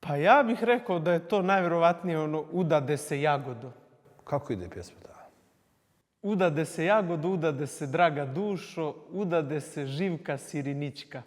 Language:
Bosnian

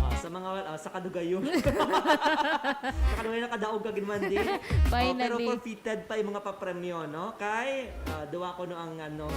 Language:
Hiligaynon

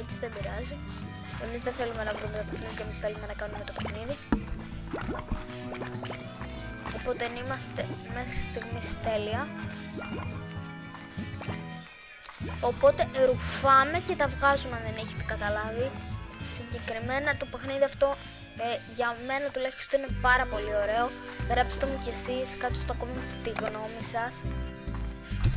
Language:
Greek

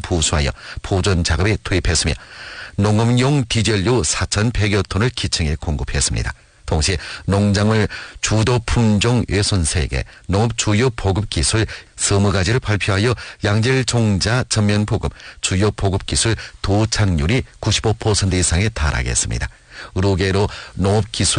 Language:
Korean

